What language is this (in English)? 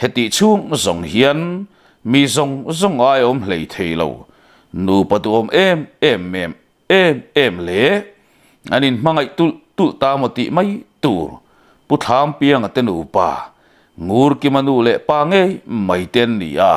Mizo